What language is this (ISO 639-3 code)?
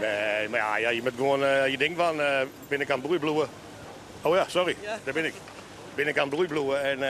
fry